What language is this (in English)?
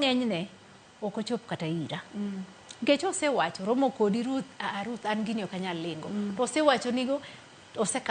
Luo (Kenya and Tanzania)